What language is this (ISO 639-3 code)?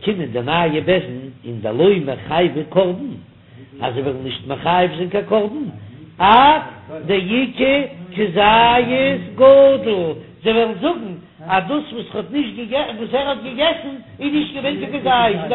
yid